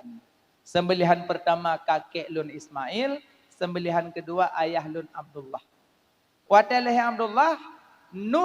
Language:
Achinese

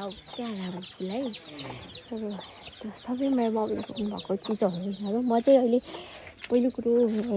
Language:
Nepali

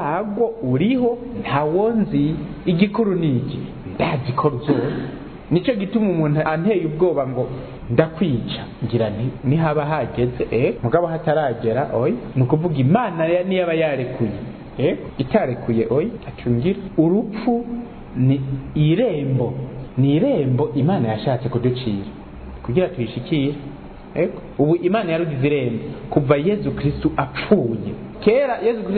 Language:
Rundi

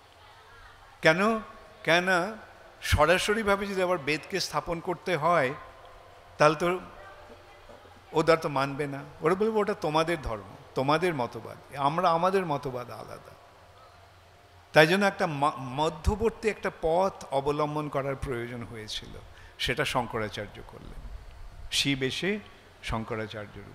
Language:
Bangla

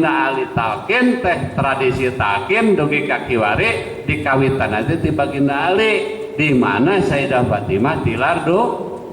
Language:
Sundanese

